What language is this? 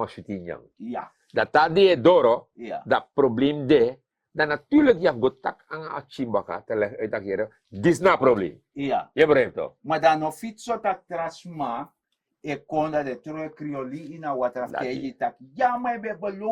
Sranan Tongo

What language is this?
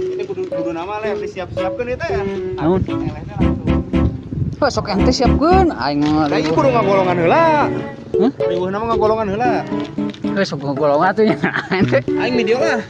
Sundanese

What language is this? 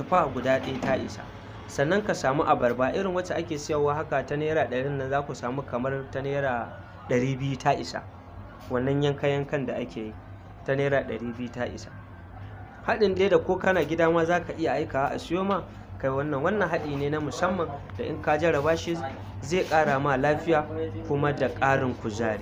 Hausa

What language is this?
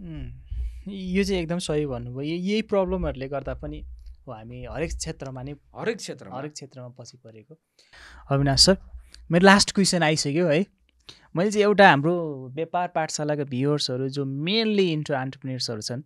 Nepali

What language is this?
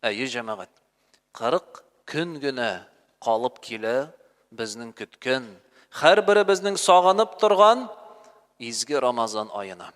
Tatar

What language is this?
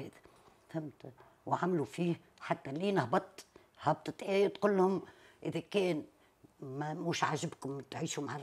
Tunisian Arabic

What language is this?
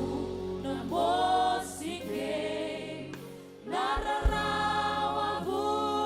Fijian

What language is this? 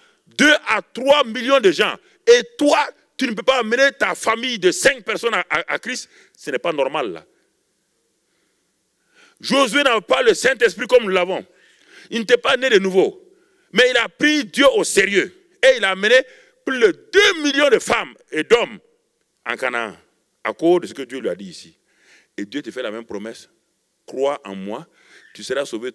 French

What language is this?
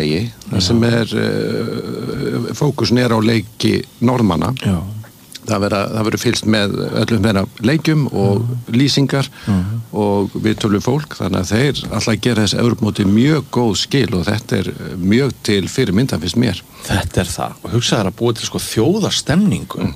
Icelandic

